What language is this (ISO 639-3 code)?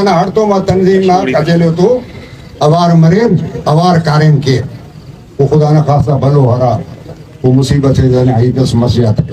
brh